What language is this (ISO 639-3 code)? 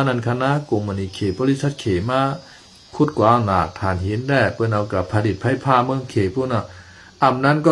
shn